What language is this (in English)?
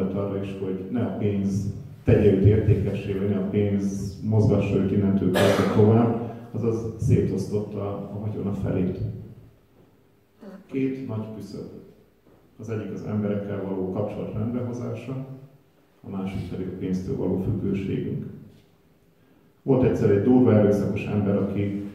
Hungarian